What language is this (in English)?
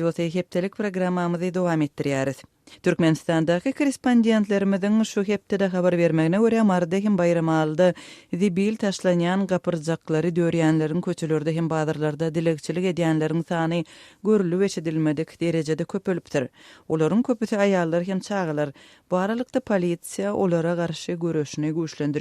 Turkmen